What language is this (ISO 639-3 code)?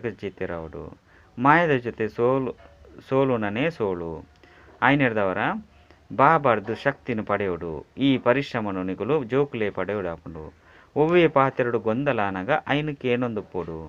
tcy